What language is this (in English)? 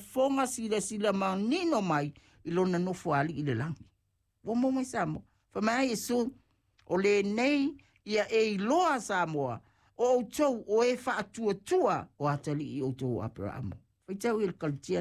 Samoan